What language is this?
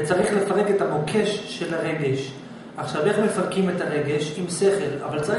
Hebrew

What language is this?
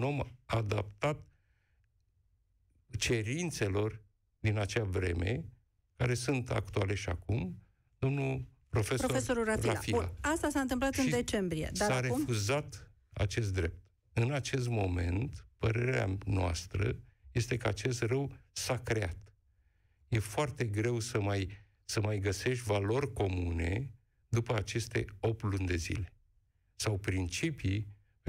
Romanian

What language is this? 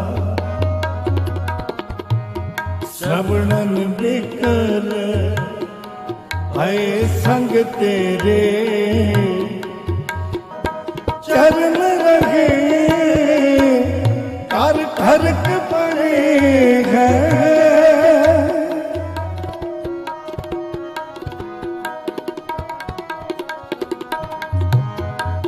Punjabi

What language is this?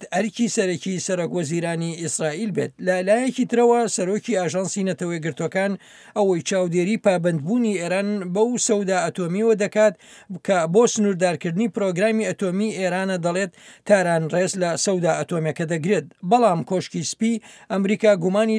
Central Kurdish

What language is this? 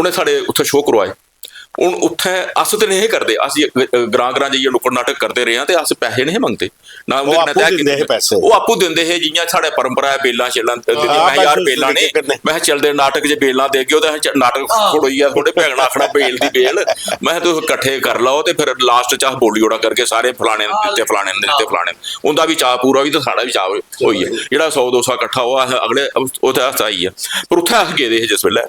Dogri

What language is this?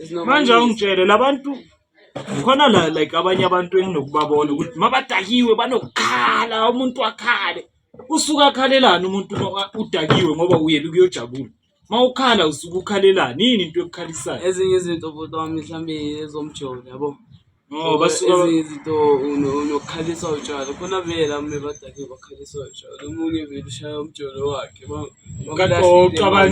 Zulu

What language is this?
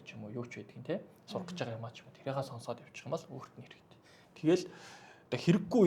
Mongolian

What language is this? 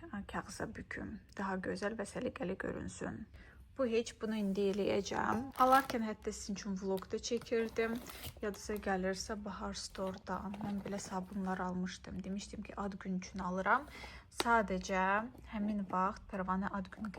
Azerbaijani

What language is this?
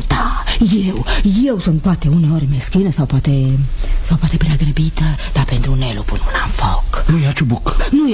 Romanian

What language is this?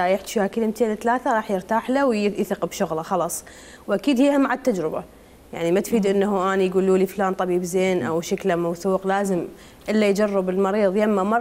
Mesopotamian Arabic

